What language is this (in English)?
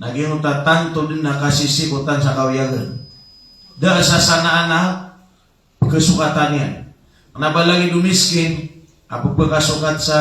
Maranao